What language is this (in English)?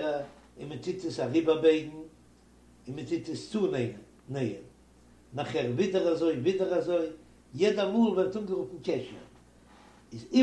Yiddish